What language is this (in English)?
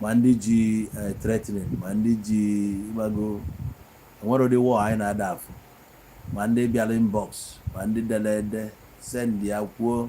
Igbo